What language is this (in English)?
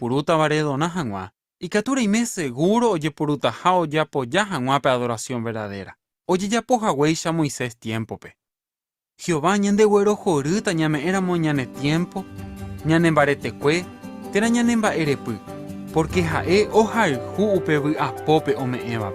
Guarani